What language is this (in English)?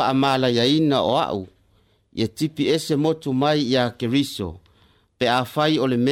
Samoan